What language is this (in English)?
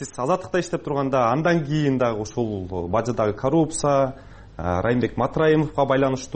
Kyrgyz